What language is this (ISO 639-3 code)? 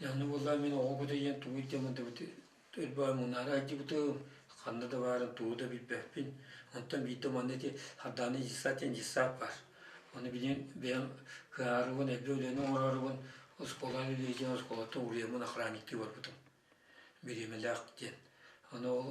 sah